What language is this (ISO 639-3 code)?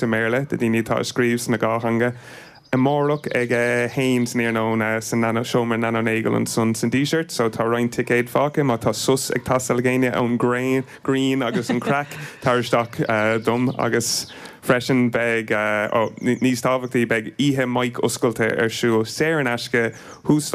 gle